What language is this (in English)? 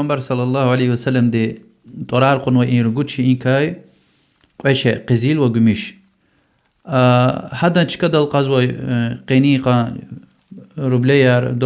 Lezghian